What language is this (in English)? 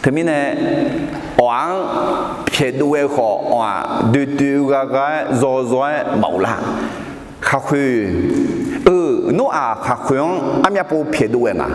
Akha